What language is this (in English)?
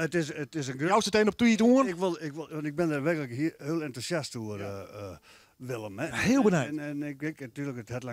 Western Frisian